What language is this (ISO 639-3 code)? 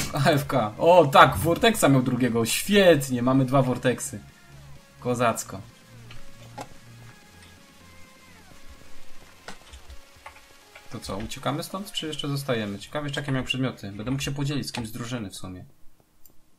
pol